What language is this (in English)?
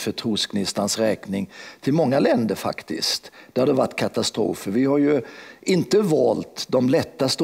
Swedish